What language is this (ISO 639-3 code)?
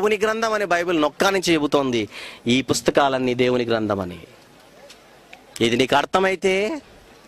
tel